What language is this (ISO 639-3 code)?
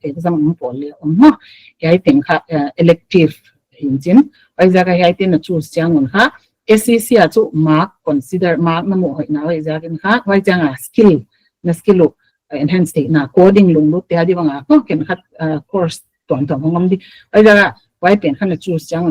pck